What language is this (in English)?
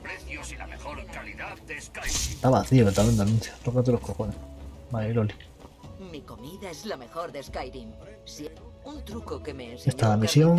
Spanish